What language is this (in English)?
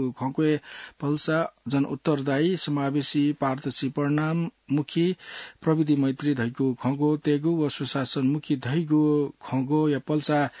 Newari